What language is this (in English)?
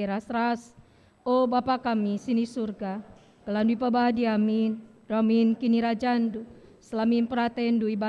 Batak Karo